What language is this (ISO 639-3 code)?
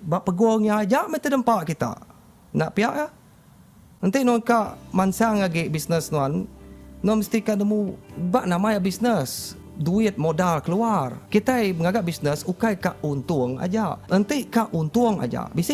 iba